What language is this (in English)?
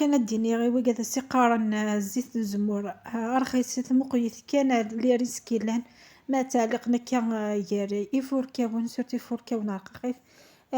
Kabyle